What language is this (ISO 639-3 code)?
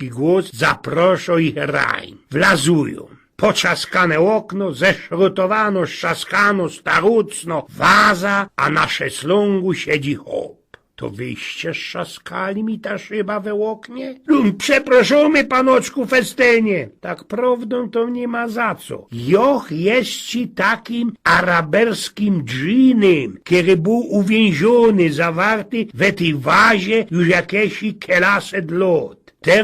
szl